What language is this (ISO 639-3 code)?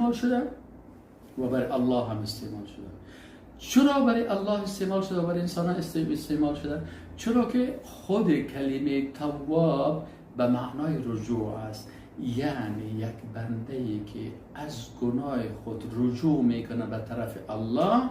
fas